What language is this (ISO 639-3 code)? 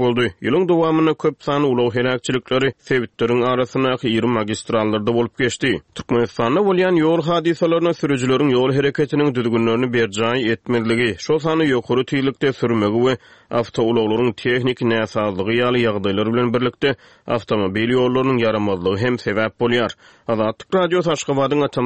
tuk